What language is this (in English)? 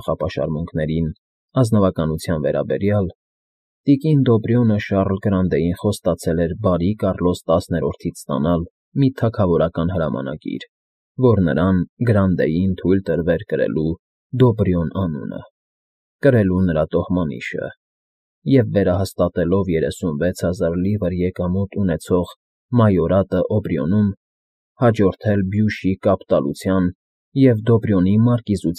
Armenian